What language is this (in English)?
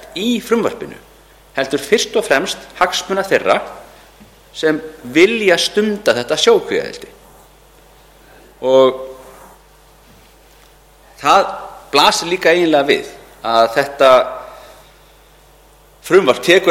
Icelandic